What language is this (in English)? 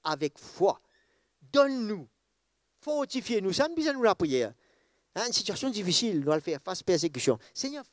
Morisyen